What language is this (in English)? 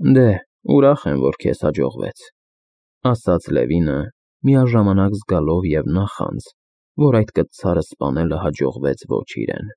Armenian